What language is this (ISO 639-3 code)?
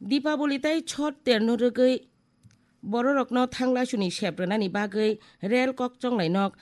trp